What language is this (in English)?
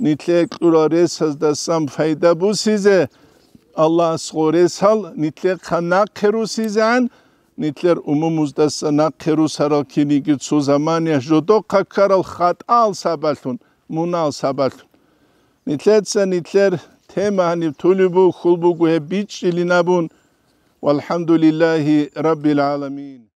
Avaric